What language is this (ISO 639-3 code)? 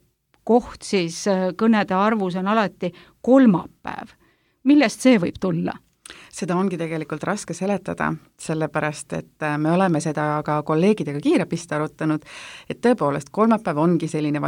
est